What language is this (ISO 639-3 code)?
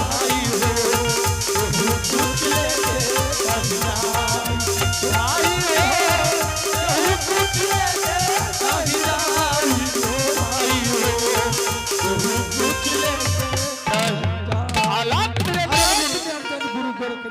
anp